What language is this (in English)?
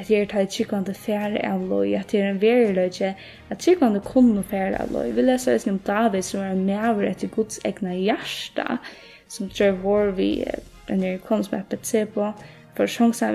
Faroese